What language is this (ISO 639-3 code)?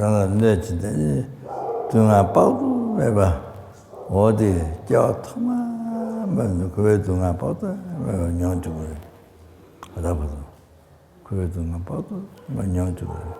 bod